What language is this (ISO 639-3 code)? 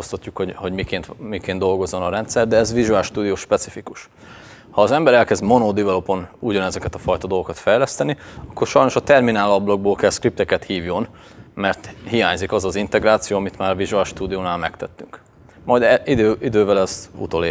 hun